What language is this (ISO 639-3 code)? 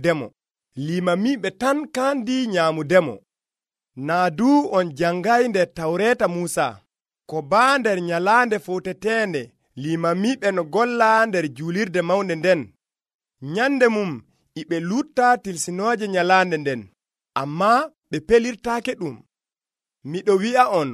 fuv